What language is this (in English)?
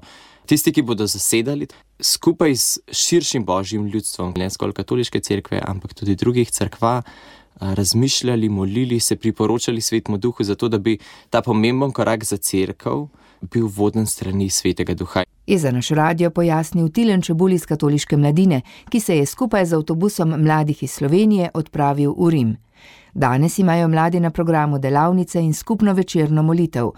Slovenian